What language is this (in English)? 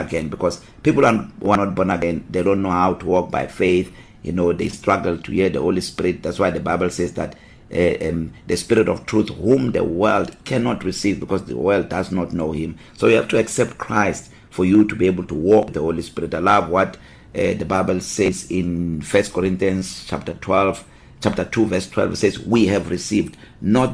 English